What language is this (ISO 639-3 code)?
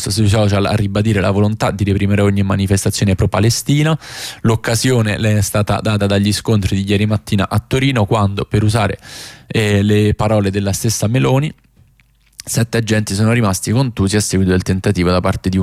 ita